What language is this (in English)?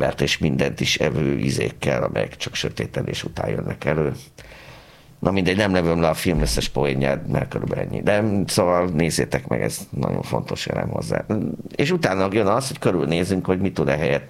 Hungarian